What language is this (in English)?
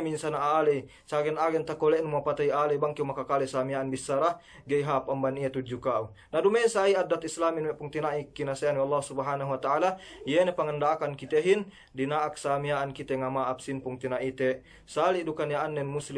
Yakan